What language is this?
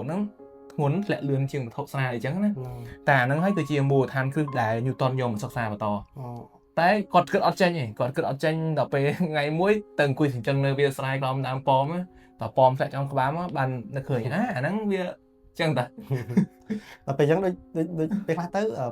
Khmer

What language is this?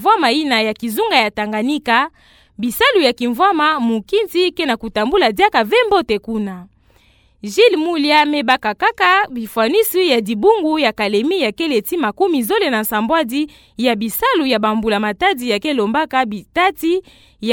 Kituba (Democratic Republic of Congo)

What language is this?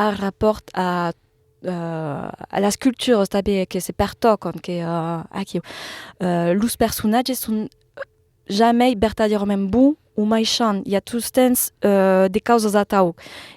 Occitan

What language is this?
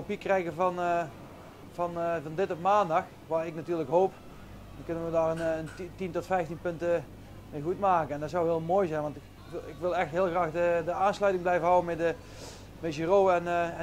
Dutch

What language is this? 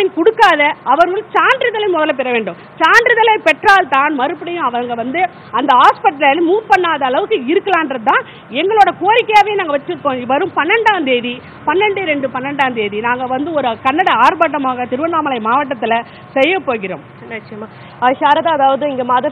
Tamil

